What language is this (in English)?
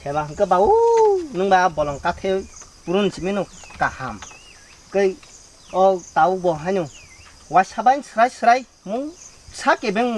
Kok Borok